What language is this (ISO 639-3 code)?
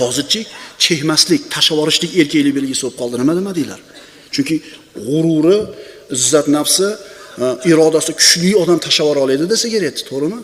uzb